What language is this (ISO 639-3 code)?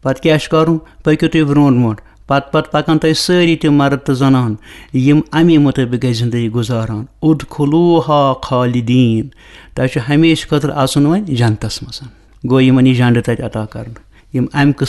kas